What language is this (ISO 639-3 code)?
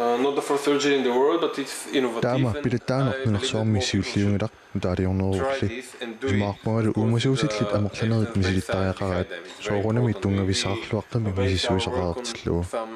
kal